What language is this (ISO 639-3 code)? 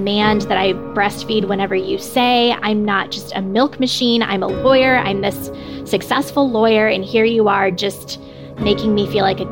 eng